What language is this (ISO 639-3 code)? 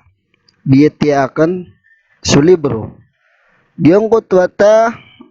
mrw